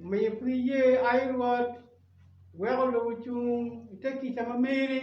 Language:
Acoli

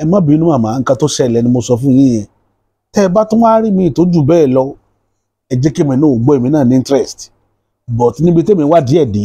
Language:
Yoruba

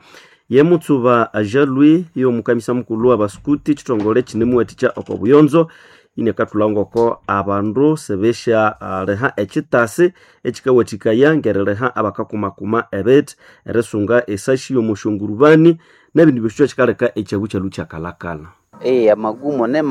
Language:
Nande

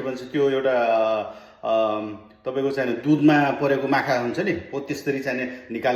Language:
Nepali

